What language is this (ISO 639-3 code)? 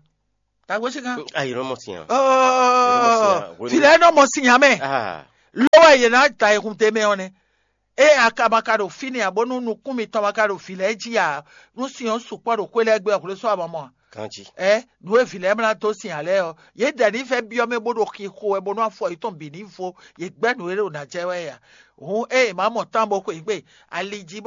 fon